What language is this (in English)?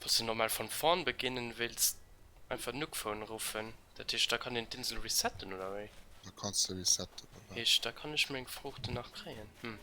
Luxembourgish